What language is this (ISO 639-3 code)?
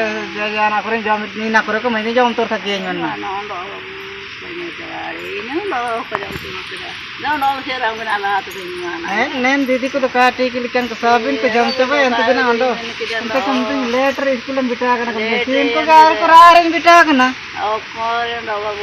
hoc